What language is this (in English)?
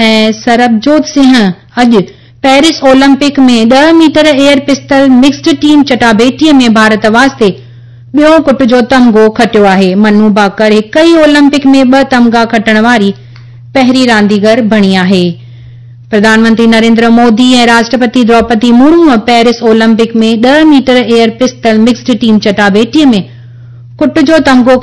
Sindhi